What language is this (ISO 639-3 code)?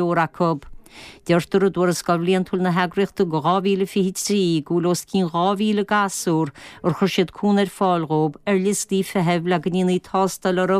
gle